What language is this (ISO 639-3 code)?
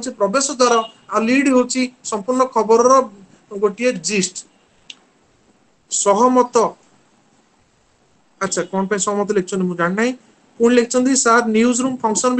ori